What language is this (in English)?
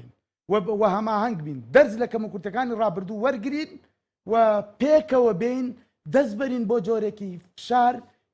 Central Kurdish